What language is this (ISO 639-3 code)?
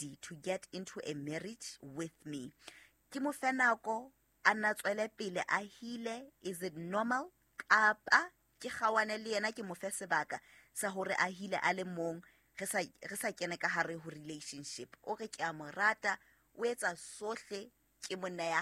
sot